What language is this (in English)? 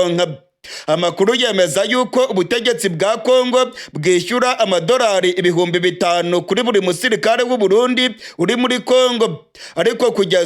Rundi